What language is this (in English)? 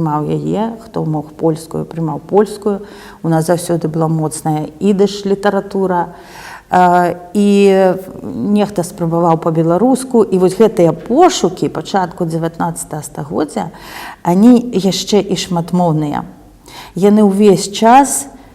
Belarusian